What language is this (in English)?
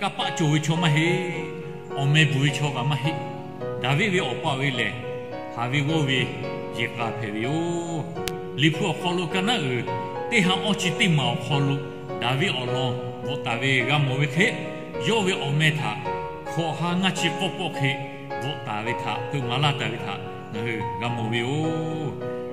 Lahu